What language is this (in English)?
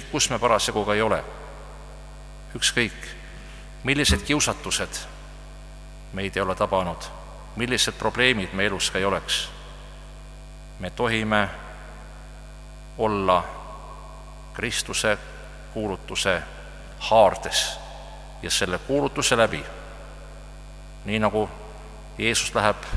Estonian